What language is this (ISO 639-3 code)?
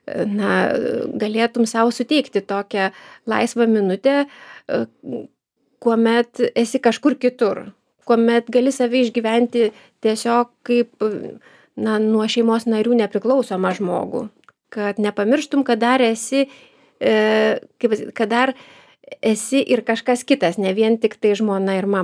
lit